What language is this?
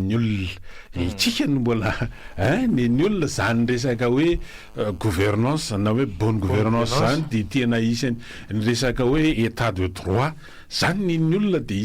Malagasy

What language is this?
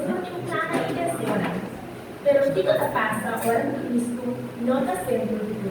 Papiamento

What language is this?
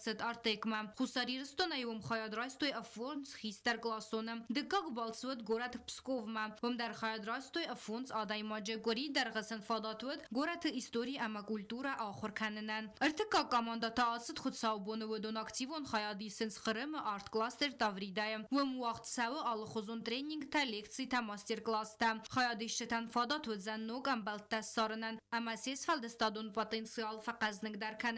Ossetic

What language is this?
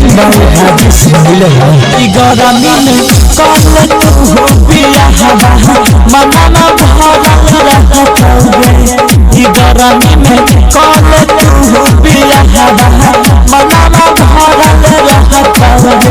Maithili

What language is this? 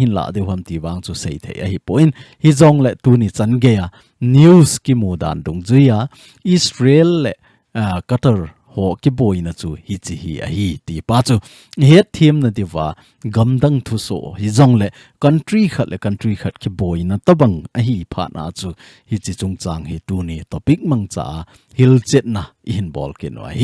Thado Chin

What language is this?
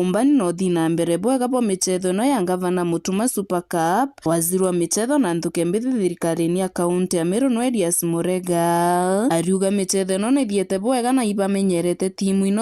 Meru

